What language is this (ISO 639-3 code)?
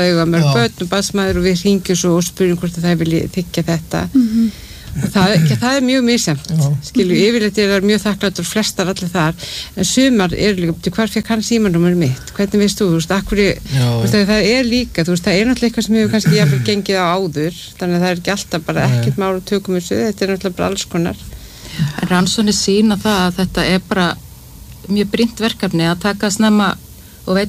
isl